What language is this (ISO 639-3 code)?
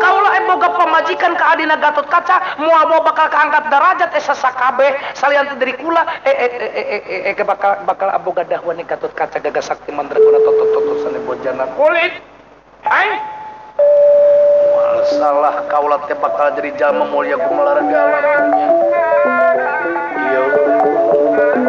sun